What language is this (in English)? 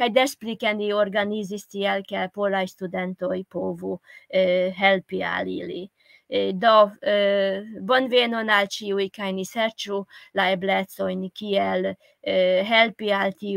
Esperanto